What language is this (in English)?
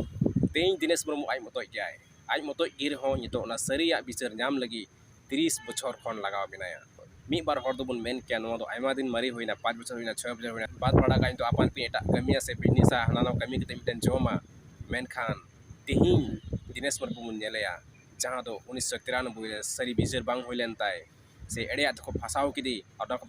Santali